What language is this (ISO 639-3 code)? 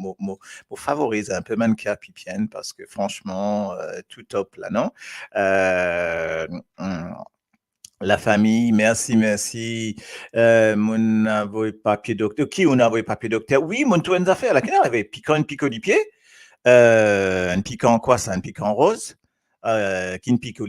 mfe